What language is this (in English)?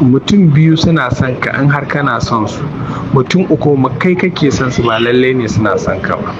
Hausa